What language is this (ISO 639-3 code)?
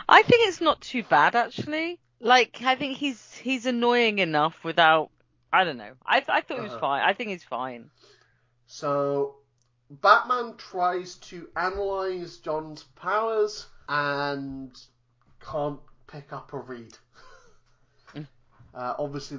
eng